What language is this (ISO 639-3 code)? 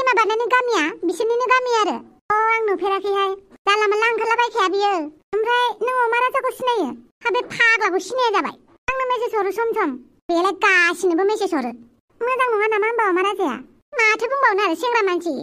brx